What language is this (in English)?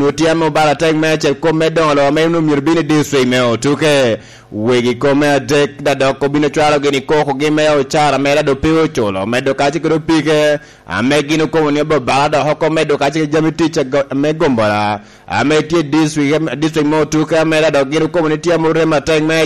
Lango (Uganda)